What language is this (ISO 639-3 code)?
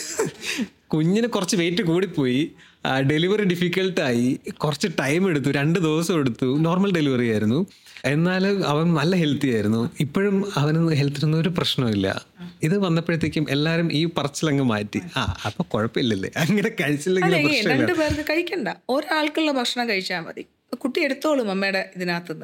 mal